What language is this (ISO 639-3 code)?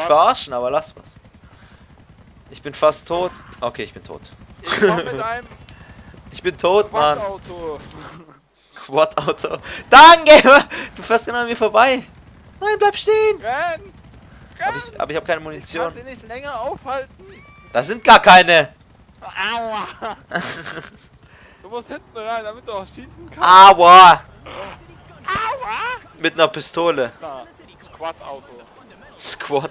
deu